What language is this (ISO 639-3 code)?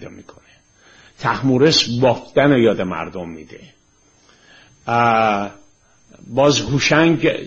fas